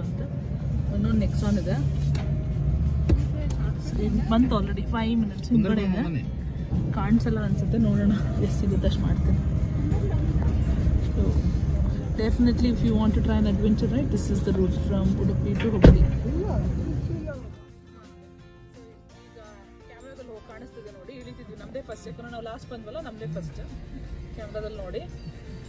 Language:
Kannada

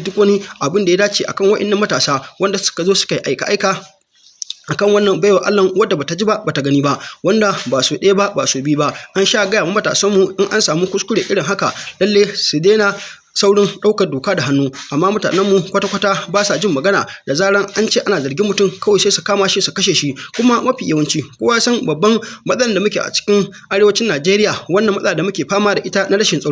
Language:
Hausa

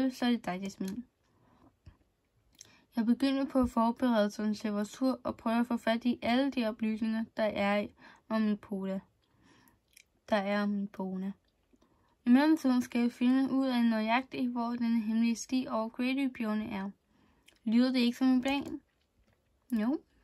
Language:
Danish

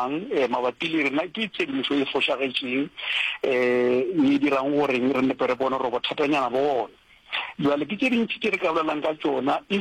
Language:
Northern Sotho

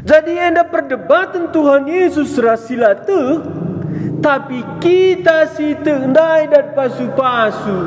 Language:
Batak Karo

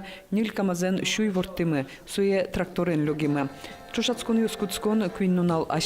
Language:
Udmurt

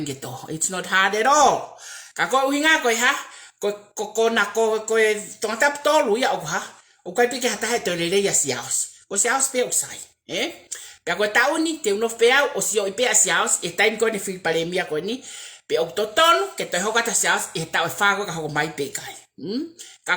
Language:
Tongan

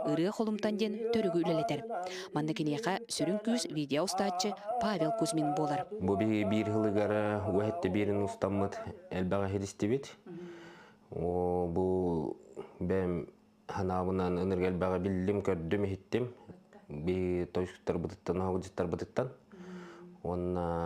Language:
Yakut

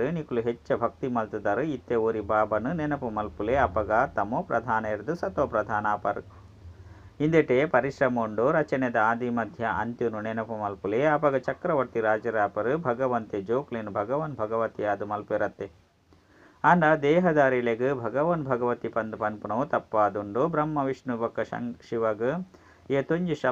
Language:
Tulu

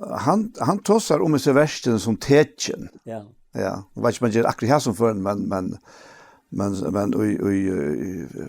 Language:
Faroese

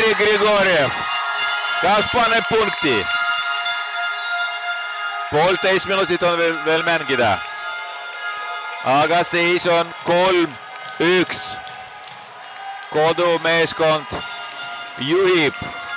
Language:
Estonian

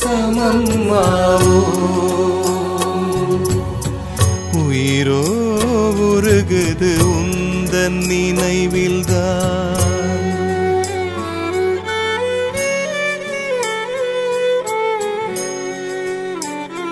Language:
Tamil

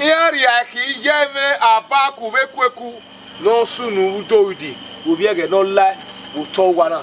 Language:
Bini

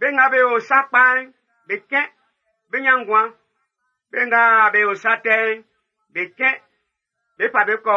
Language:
Baoulé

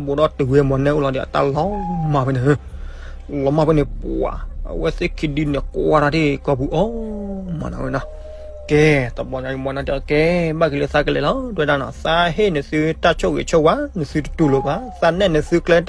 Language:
S'gaw Karen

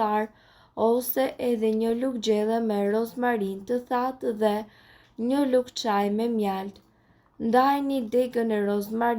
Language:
Albanian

